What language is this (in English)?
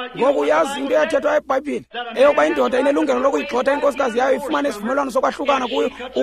Xhosa